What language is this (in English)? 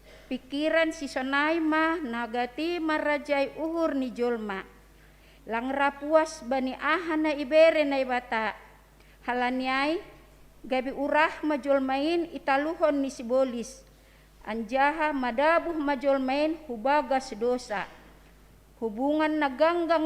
Batak Simalungun